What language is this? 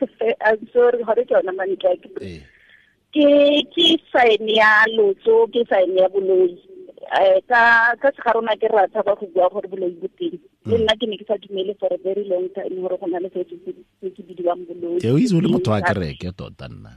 Tswana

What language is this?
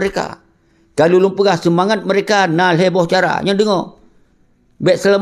Achinese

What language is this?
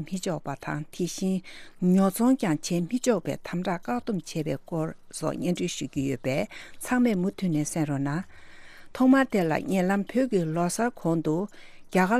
Tibetan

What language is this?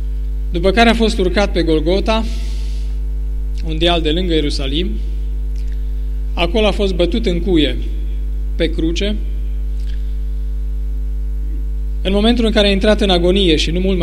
Romanian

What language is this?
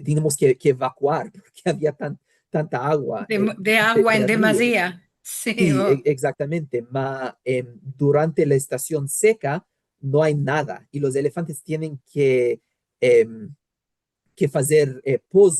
Ladino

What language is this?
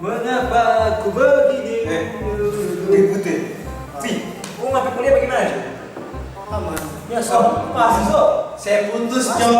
Manado Malay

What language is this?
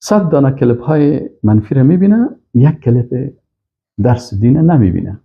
Persian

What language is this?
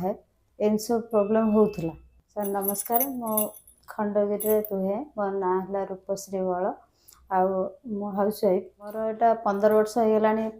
Odia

